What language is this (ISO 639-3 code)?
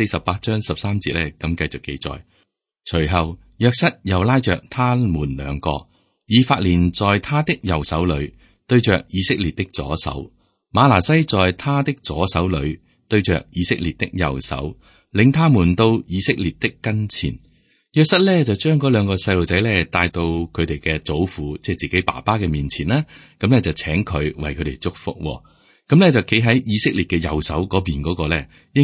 yue